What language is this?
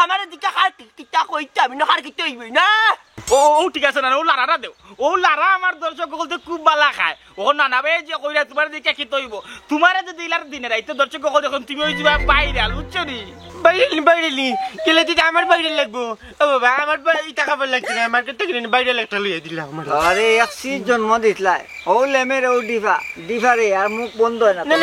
Sylheti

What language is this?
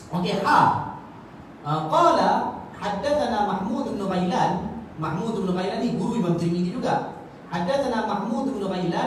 Malay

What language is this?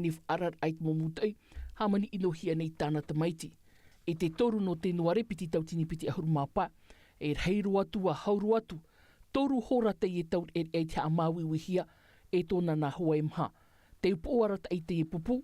Tahitian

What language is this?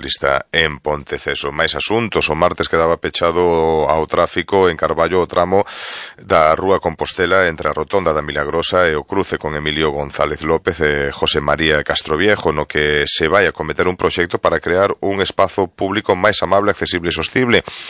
Galician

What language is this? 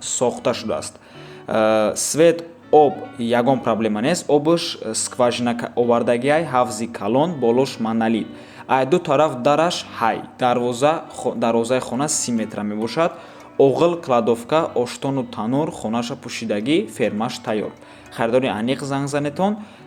Tajik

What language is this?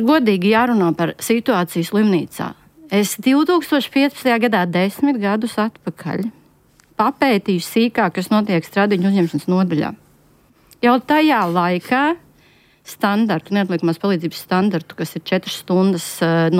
Latvian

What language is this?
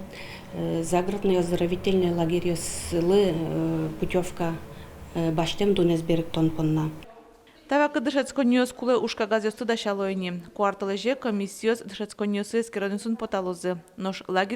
Udmurt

